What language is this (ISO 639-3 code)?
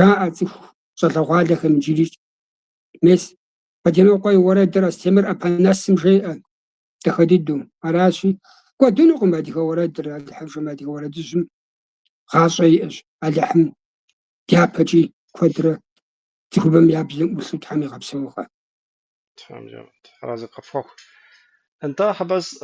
kbd